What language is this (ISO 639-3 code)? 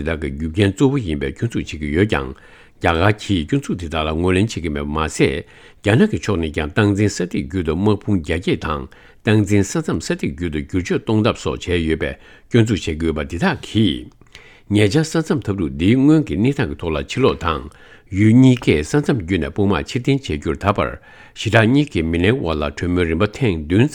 bod